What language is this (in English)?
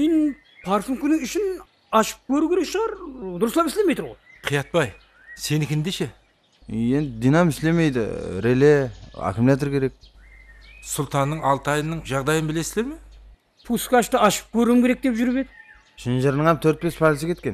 Kara-Kalpak